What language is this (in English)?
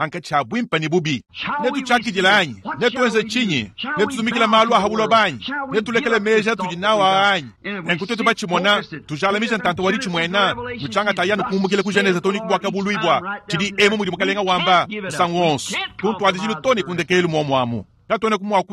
Luba-Lulua